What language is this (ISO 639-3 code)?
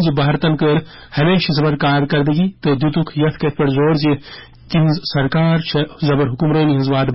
kas